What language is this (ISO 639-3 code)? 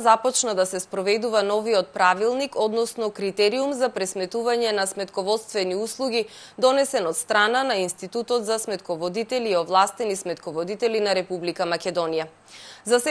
mkd